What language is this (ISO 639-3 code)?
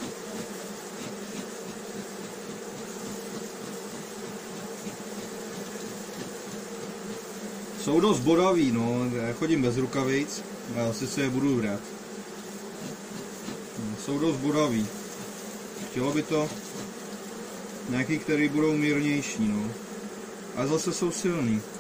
ces